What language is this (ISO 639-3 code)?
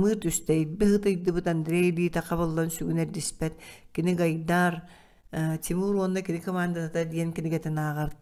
sah